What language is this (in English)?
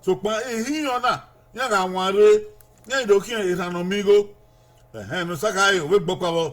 Bini